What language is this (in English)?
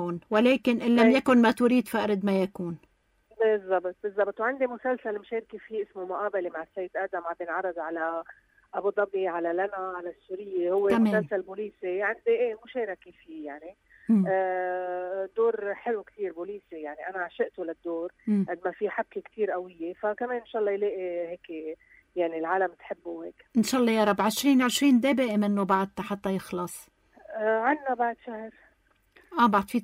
North Levantine Arabic